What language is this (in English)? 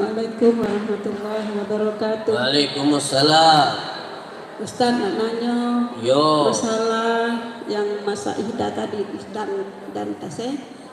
Musi